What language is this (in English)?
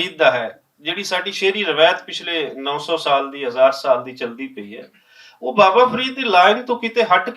Western Panjabi